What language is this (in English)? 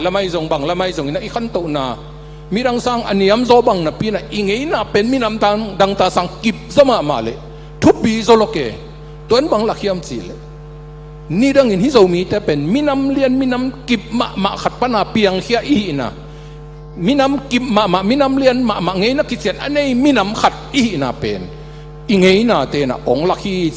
Tedim Chin